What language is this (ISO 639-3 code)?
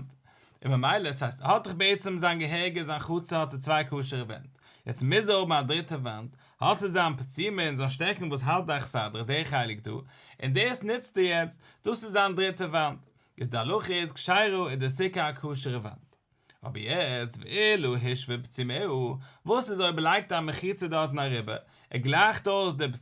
yid